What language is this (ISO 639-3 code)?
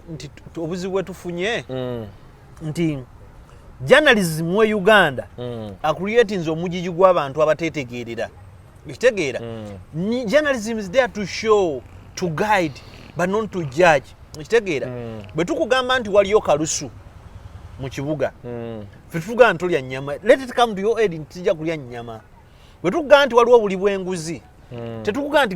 lug